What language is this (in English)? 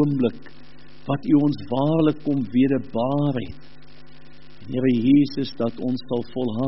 Afrikaans